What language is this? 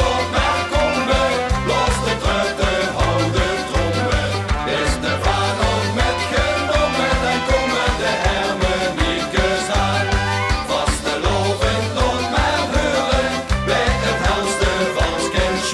Limburgish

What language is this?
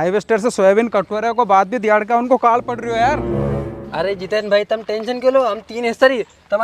Rajasthani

